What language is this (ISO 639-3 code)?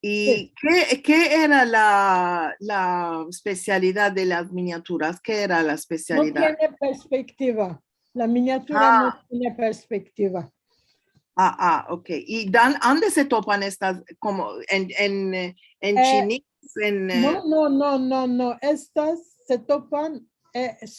lad